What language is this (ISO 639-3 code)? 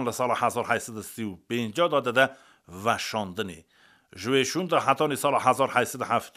kur